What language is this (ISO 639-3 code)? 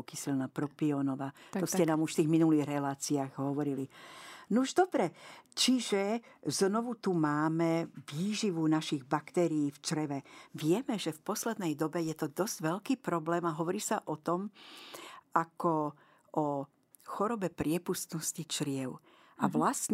slk